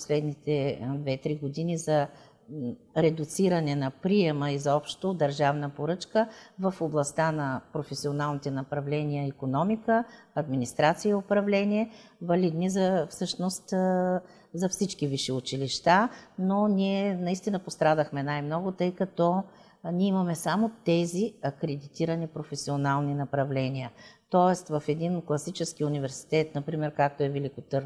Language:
Bulgarian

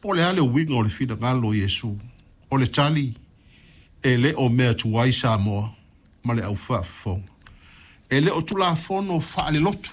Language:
Samoan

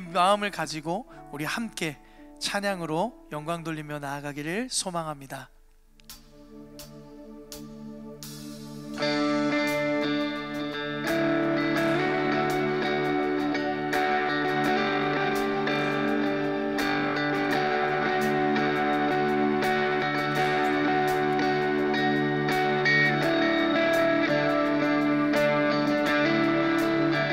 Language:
Korean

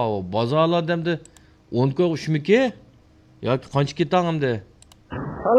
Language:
Uyghur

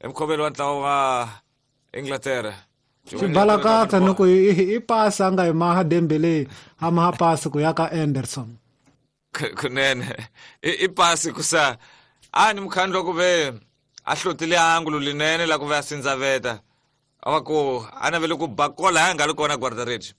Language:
Tsonga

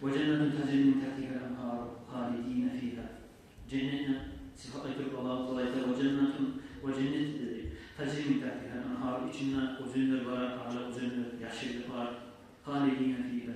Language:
Kumyk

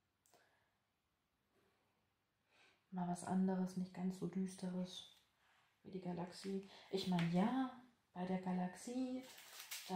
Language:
German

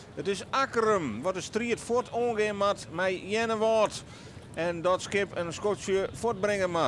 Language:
Western Frisian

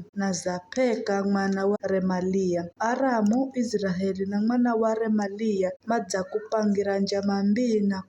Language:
Giryama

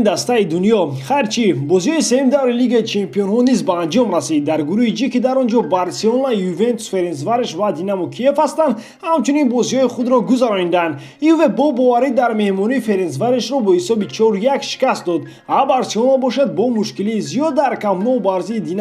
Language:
Tajik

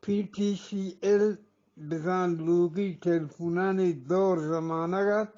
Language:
Eastern Balochi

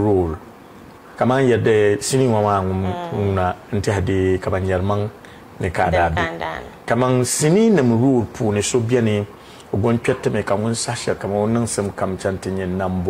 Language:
Dagbani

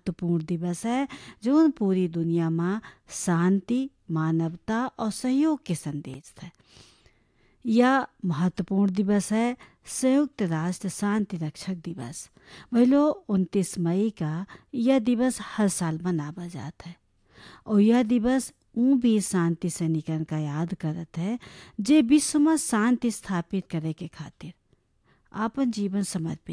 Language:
Bhojpuri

